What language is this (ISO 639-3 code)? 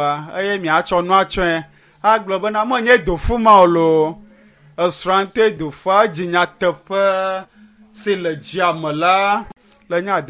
ewe